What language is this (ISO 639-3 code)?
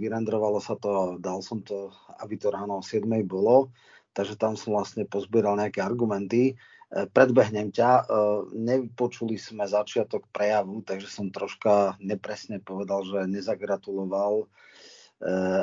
slk